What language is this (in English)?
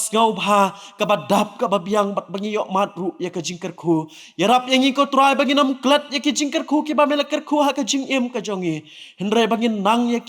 Khasi